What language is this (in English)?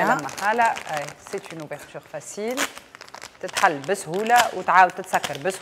Tunisian Arabic